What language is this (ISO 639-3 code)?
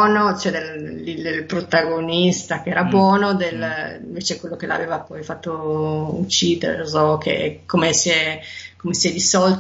ita